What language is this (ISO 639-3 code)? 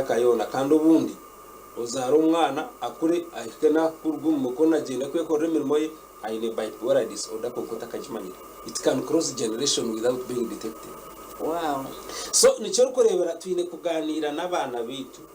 nyn